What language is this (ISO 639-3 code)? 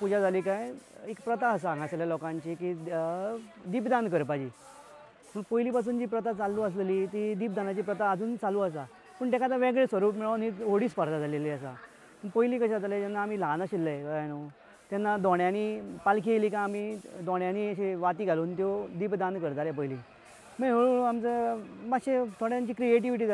kok